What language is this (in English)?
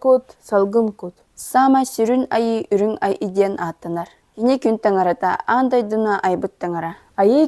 Yakut